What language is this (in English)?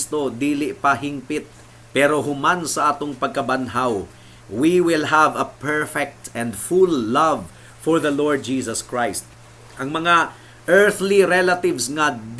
Cebuano